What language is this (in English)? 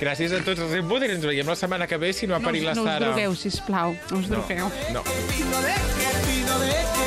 Catalan